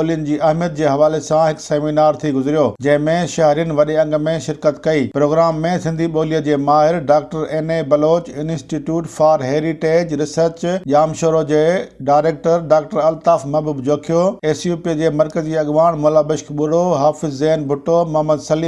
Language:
Sindhi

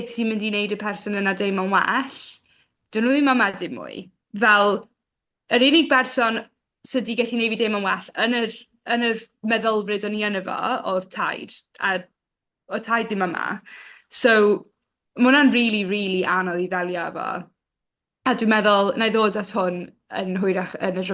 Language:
Welsh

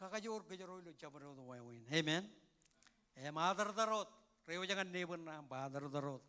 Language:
Marshallese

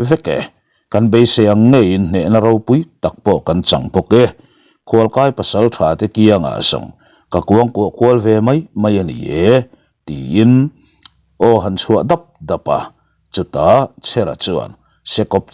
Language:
Mizo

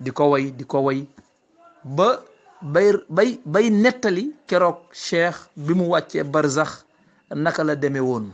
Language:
Wolof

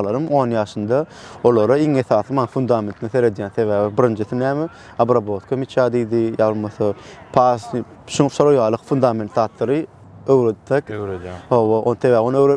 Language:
Turkmen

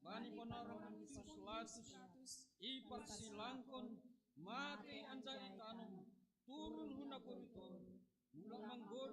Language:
Batak Simalungun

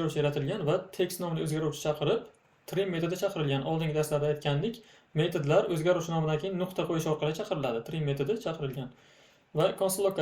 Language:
Uzbek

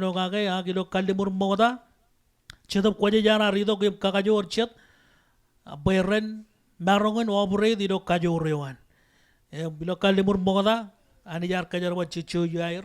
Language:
Marshallese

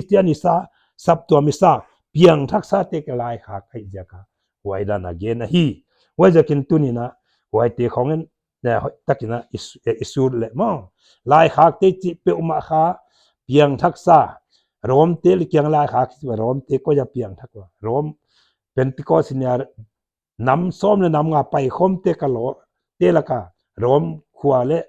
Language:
Paite Chin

